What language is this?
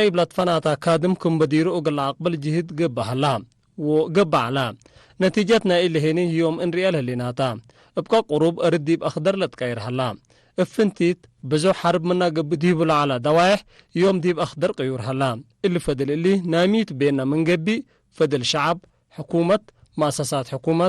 Tigre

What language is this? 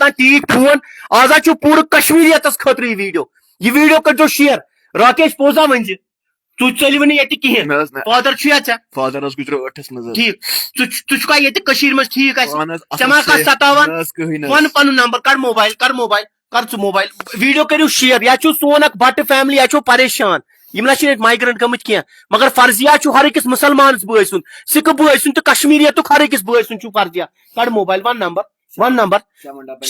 Kashmiri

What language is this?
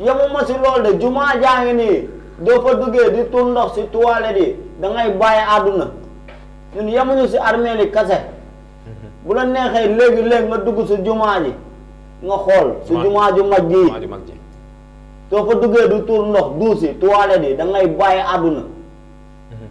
Wolof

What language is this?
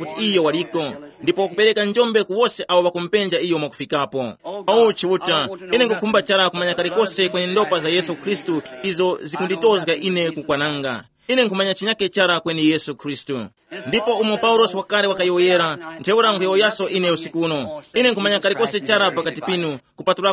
Tumbuka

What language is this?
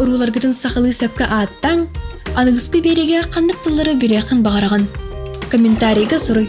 Yakut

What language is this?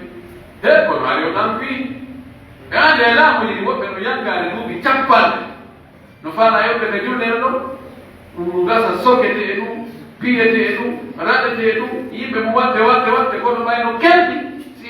Pular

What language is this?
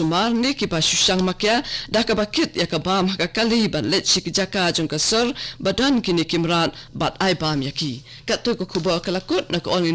Khasi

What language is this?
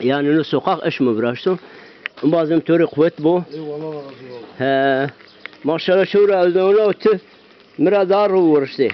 Zaza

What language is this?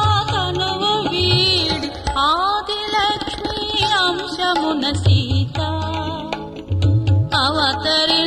Telugu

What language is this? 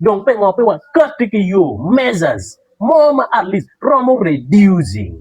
Acoli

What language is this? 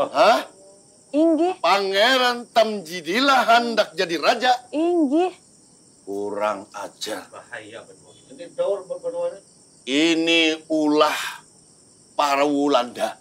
Banjar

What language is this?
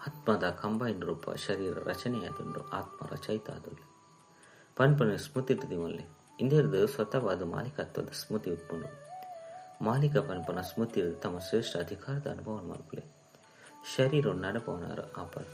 Tulu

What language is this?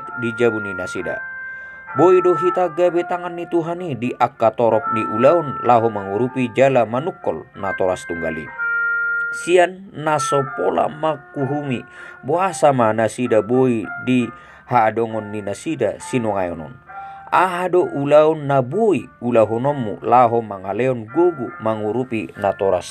Batak Toba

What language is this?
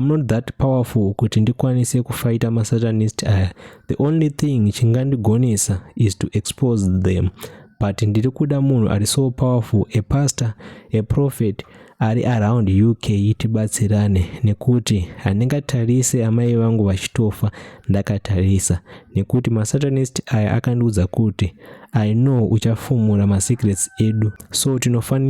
Shona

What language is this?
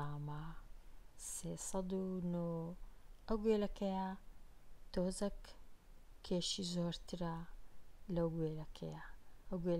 Central Kurdish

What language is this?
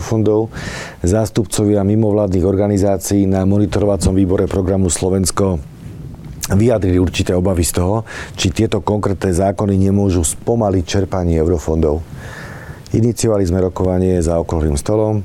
Slovak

